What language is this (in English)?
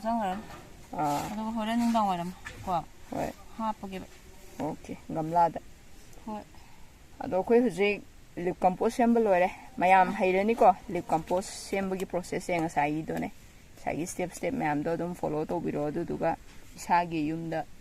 Manipuri